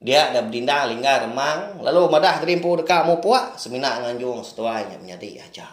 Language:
Iban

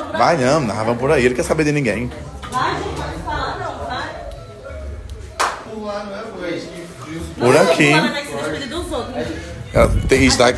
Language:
Portuguese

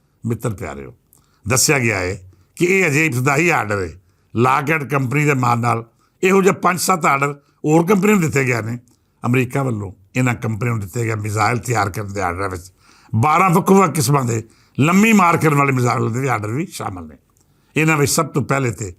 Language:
Western Panjabi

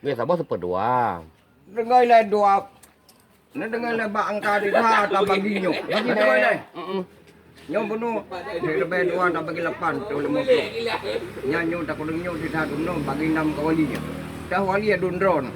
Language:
Achinese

